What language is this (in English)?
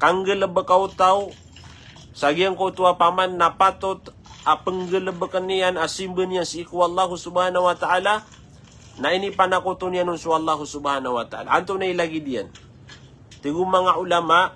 Maranao